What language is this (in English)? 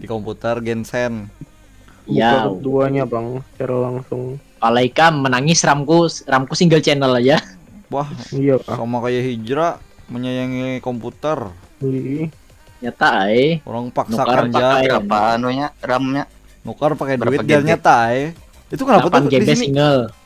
Banjar